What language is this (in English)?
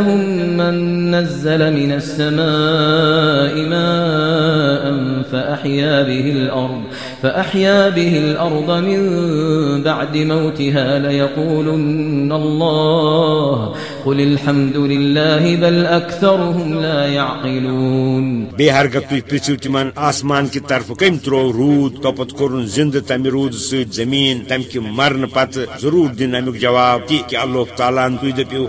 Kashmiri